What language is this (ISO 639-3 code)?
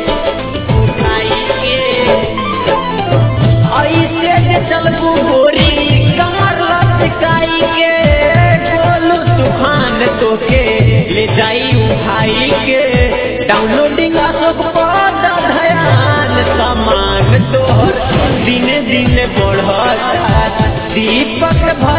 bho